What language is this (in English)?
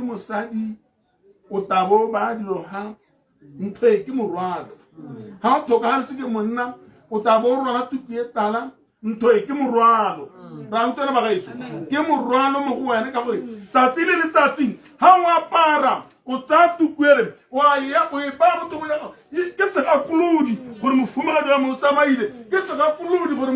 Tswana